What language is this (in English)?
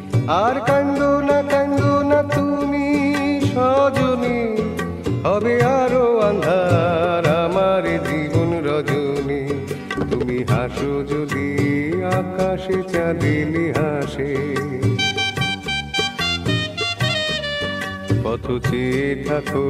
Bangla